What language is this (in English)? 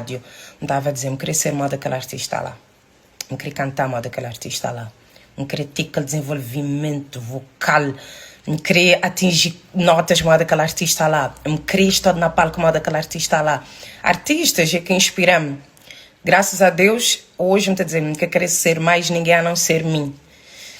Kabuverdianu